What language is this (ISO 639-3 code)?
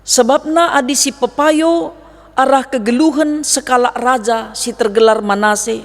btx